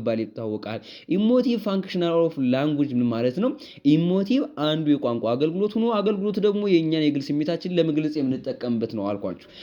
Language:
Amharic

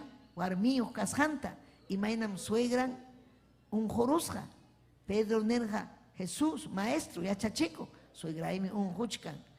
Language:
Ayacucho Quechua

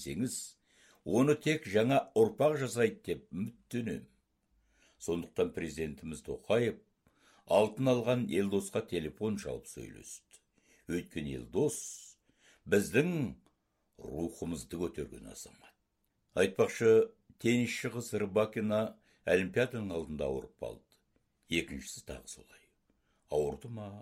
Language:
Kazakh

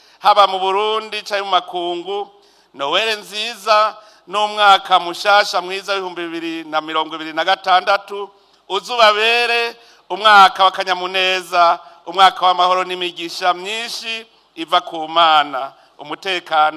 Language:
Rundi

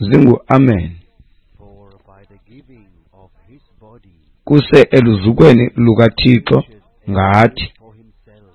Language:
Xhosa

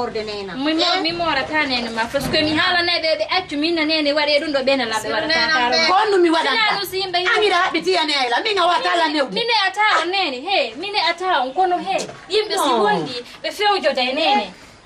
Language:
Fula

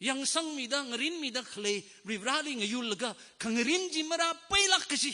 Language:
Tangkhul Naga (India)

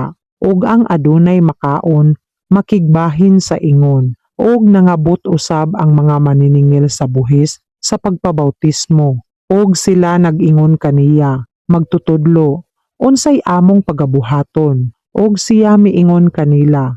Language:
Cebuano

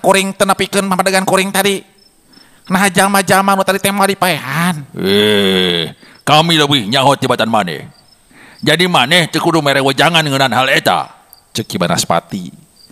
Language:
Sundanese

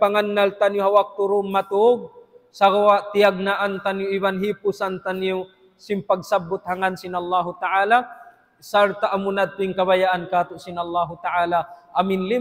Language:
Tausug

